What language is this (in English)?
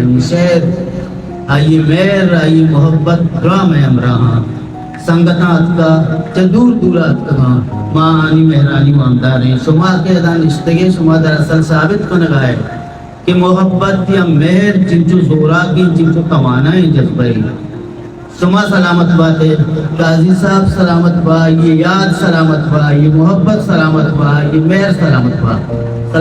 Baluchi